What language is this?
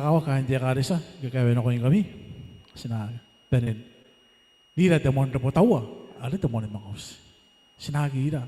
Gilbertese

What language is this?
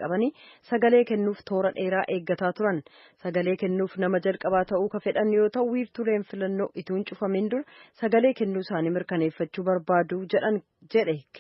Oromo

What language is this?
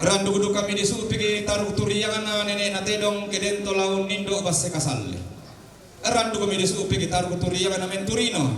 Toraja-Sa'dan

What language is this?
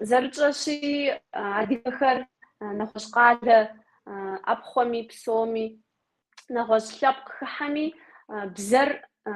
Kabardian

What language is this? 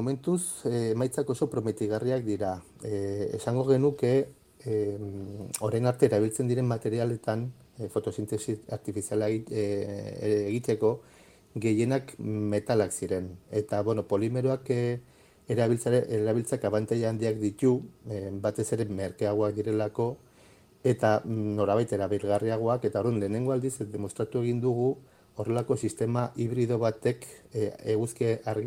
Basque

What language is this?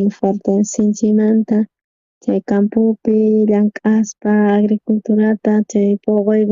South Bolivian Quechua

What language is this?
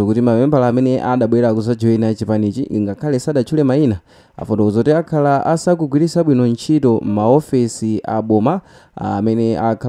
Nyanja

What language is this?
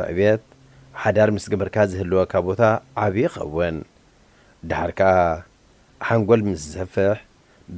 Tigrinya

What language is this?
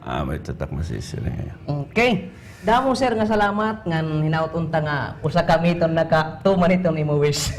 Waray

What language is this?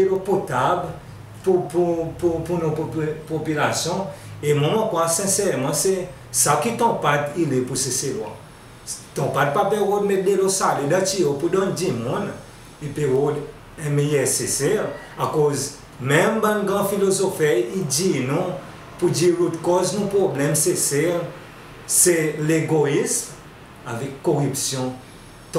Seselwa Creole French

